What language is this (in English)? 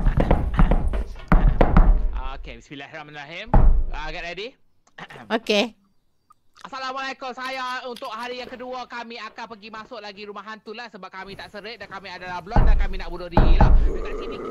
Malay